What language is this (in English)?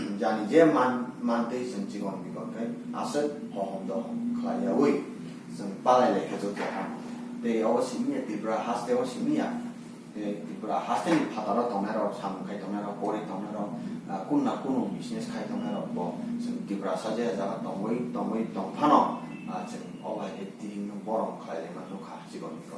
Kok Borok